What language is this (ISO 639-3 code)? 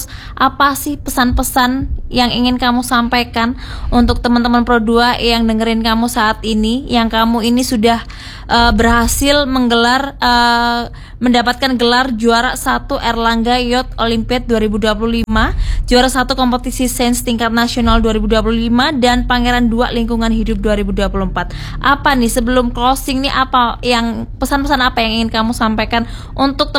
ind